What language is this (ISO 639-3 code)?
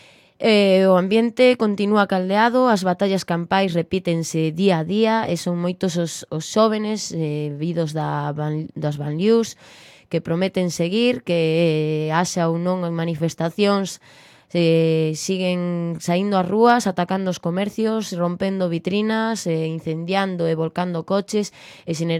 glg